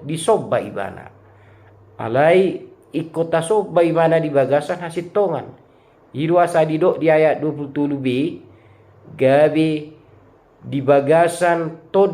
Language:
Batak Toba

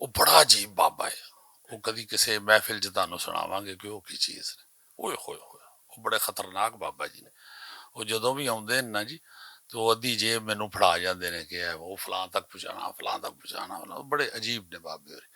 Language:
Western Panjabi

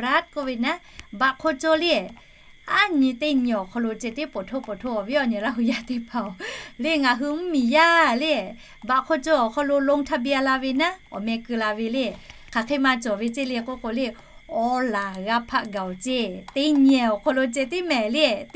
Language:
Lahu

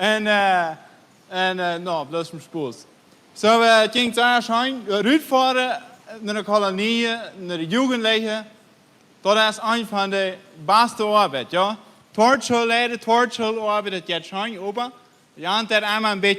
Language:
Plautdietsch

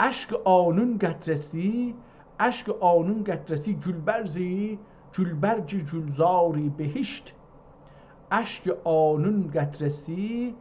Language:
South Azerbaijani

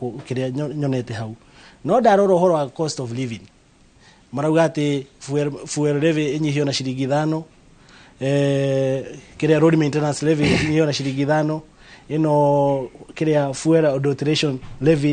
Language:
Kikuyu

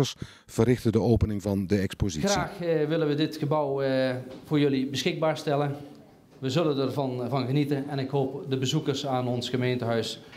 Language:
Dutch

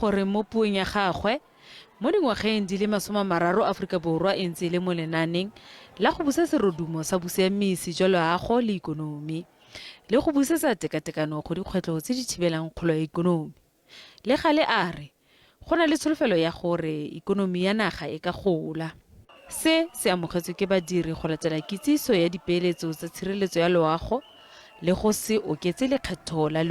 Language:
Tswana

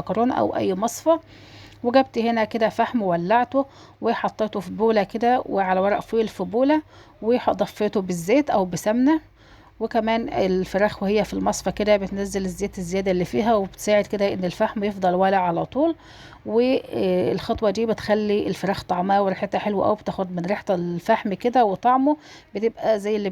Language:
Egyptian Arabic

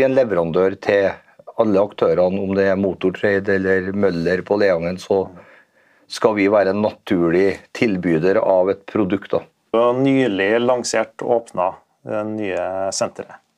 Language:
Norwegian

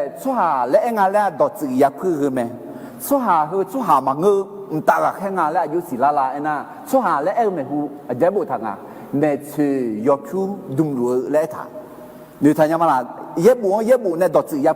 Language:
Akha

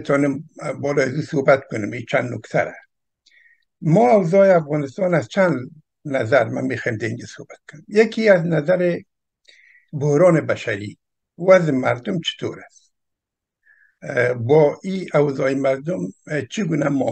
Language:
Persian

